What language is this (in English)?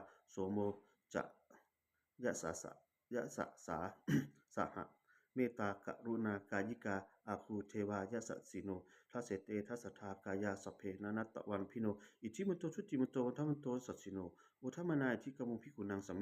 Pali